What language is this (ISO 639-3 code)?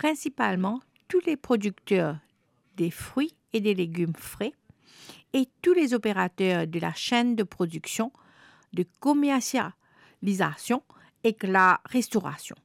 mfe